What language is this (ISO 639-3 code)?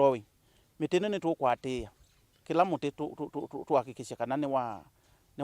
kam